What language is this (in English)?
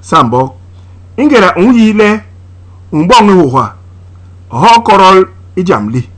Basaa